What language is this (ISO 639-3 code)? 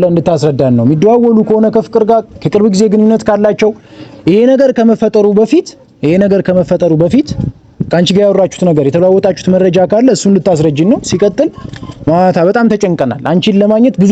amh